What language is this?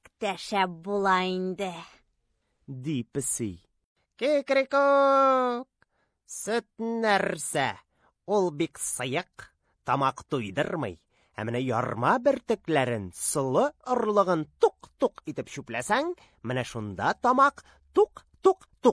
Tatar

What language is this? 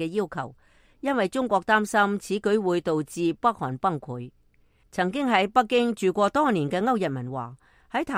Cantonese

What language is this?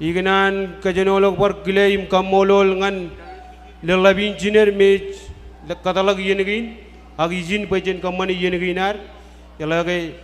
Marshallese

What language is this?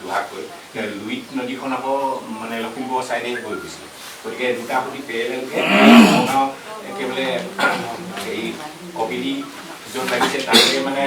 Assamese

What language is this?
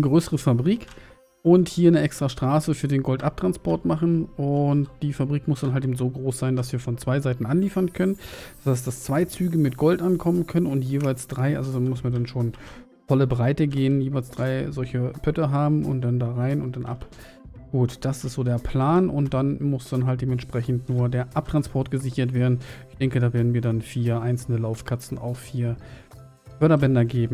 German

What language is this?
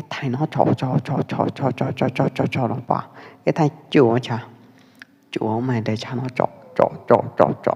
Pwo Eastern Karen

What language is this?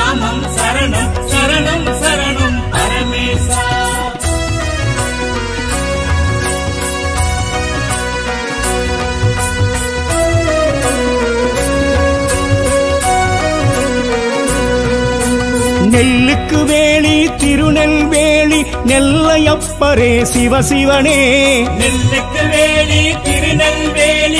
Tamil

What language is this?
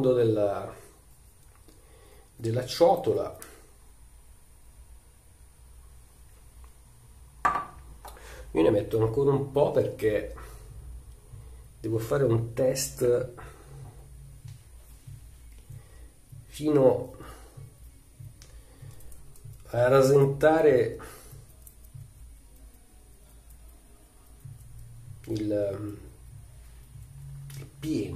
Italian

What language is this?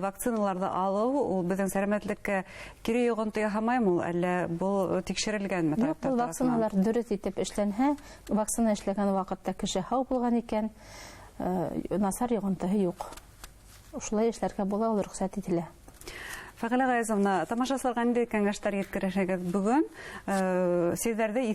Bashkir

